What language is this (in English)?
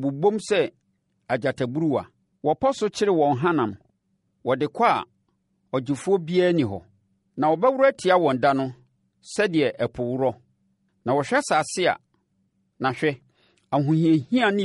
Akan